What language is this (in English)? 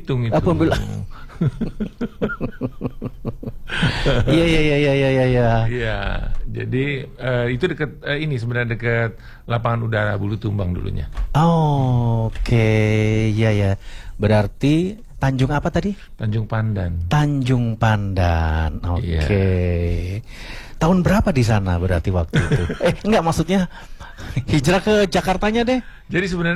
Indonesian